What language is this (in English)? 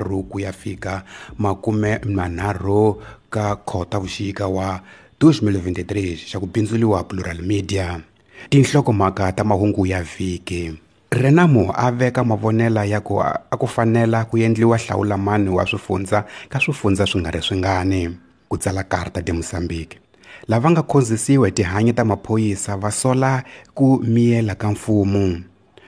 Tsonga